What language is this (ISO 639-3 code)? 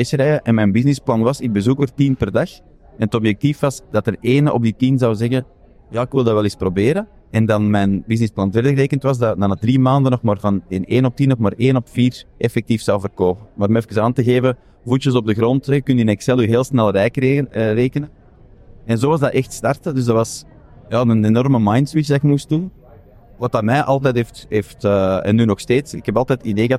nld